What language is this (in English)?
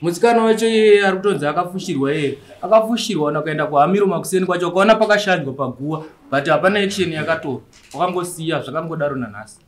Shona